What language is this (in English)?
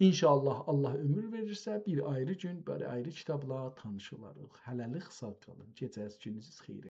South Azerbaijani